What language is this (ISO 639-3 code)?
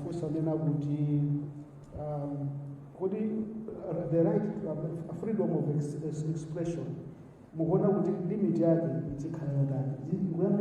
nya